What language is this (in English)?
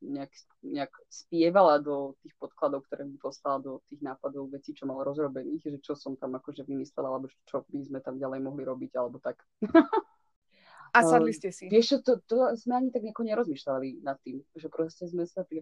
Slovak